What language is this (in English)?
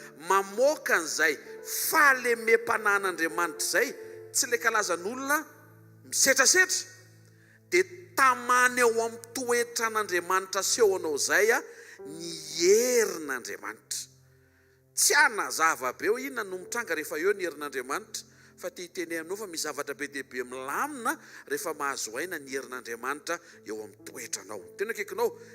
Malagasy